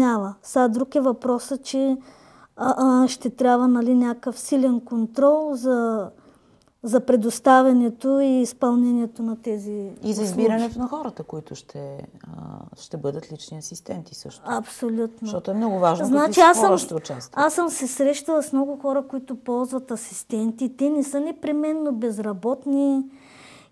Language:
Bulgarian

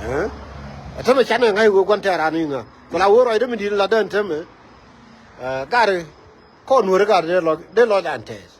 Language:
Nuer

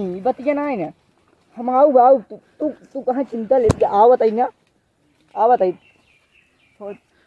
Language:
Awadhi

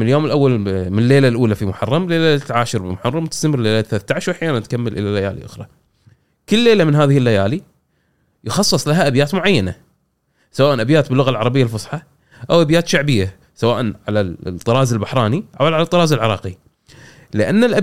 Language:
Gulf Arabic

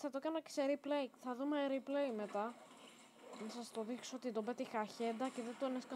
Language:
Greek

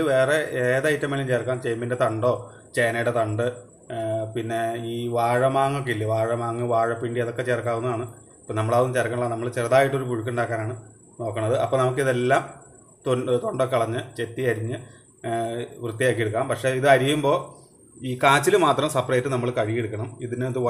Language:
Malayalam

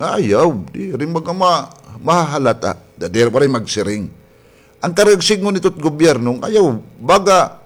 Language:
Waray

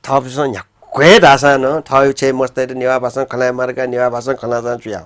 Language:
Newari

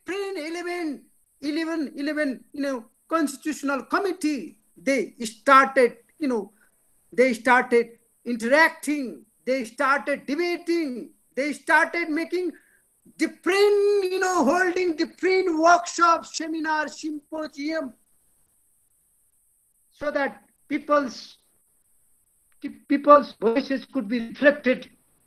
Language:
English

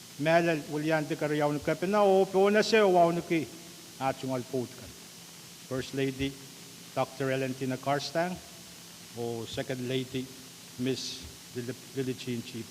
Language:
Pohnpeian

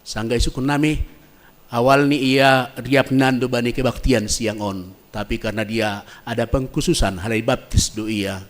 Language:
Batak Simalungun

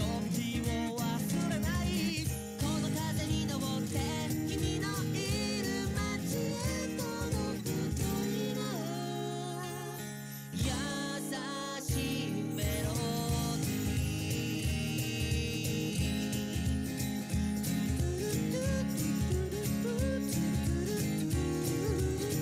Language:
Japanese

